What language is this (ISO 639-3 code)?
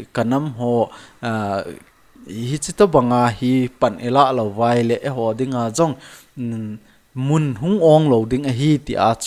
tcz